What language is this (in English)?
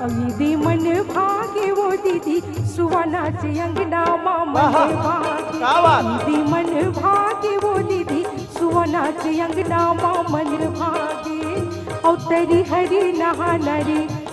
Chhattisgarhi